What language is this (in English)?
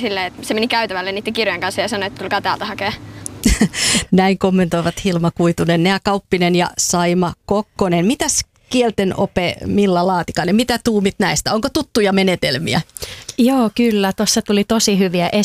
Finnish